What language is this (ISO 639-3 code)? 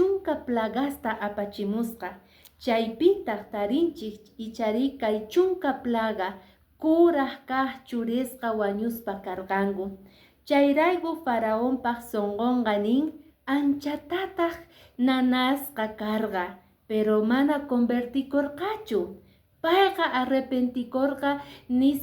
que